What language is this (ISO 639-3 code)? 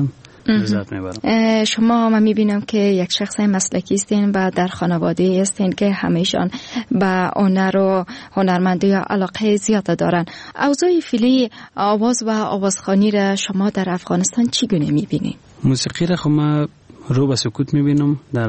fas